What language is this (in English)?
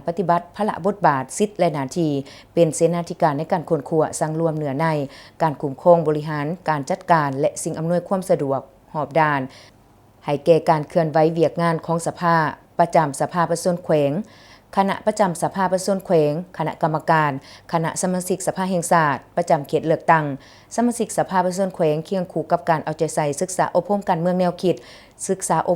Lao